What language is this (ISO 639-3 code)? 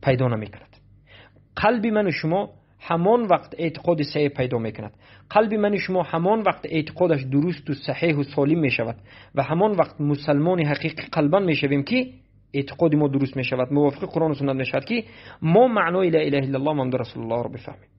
tgk